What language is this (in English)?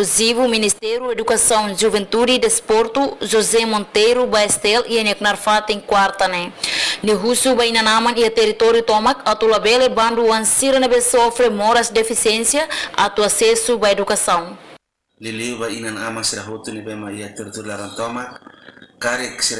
Tetum